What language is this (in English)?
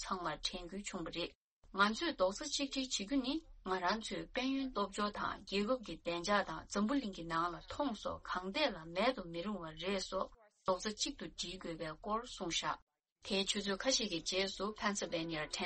Tibetan